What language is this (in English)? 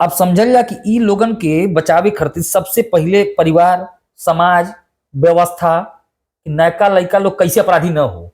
Bhojpuri